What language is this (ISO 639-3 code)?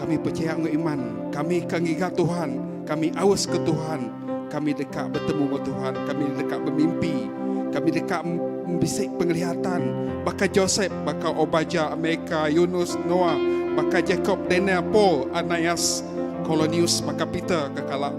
iba